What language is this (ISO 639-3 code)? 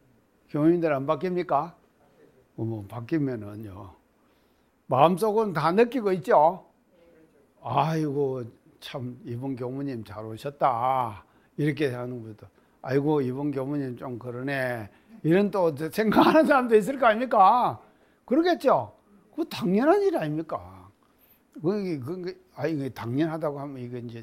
kor